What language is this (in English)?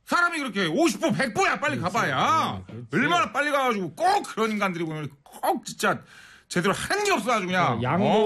Korean